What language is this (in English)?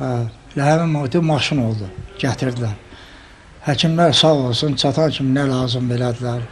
Azerbaijani